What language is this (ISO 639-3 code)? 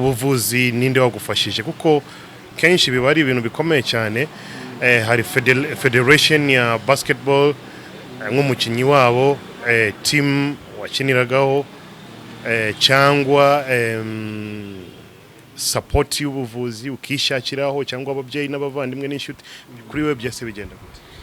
kin